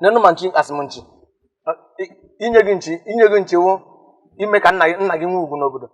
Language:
Igbo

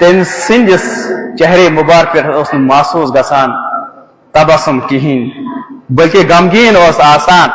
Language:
Kashmiri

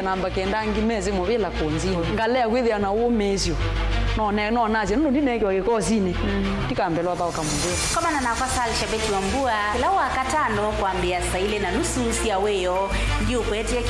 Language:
Kamba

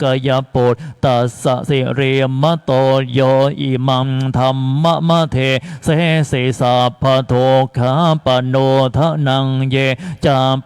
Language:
Pali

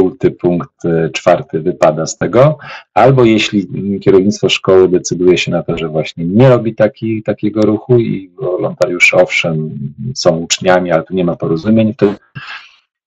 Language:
Polish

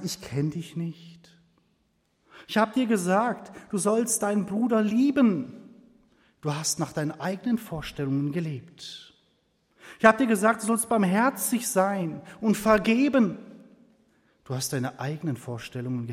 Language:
German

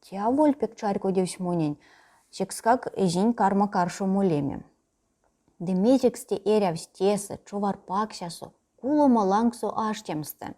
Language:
Erzya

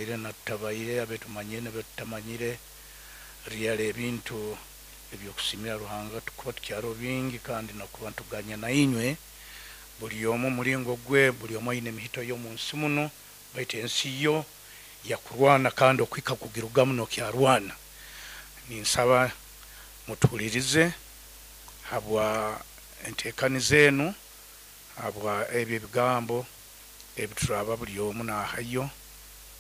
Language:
Nyoro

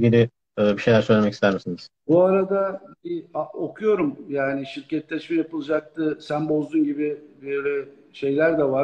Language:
Turkish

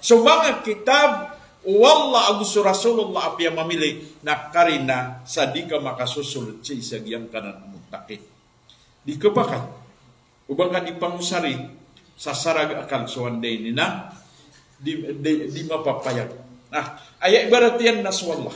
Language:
Maranao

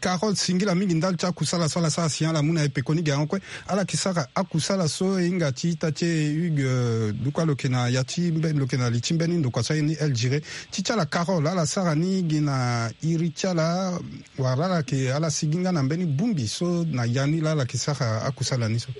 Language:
Sango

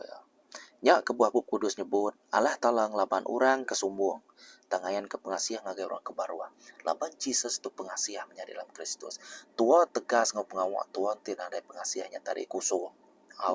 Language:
Iban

